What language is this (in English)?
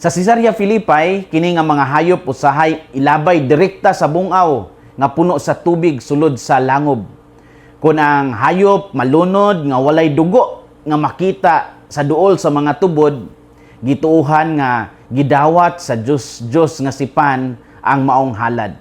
Cebuano